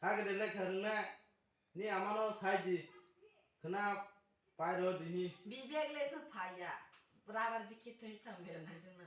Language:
Kok Borok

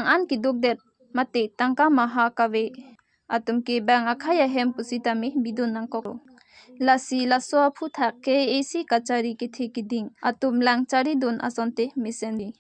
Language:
Karbi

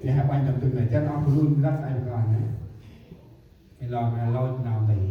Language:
Central Mnong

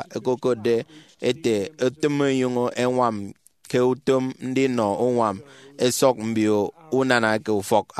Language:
Efik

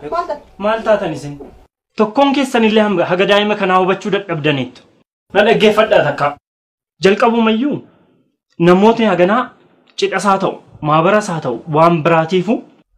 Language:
Oromo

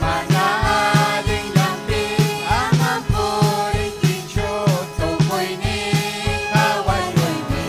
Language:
Ayacucho Quechua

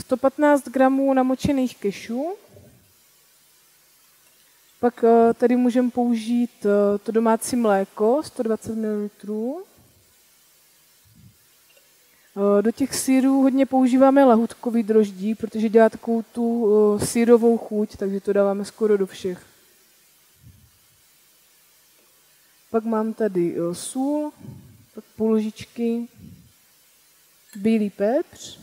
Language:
Czech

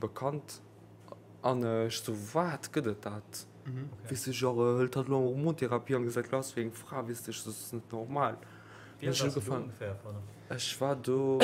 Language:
Luxembourgish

